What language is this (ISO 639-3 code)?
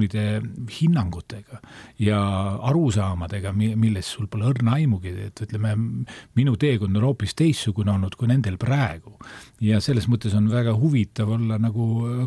est